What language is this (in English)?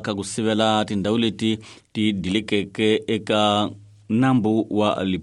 Tsonga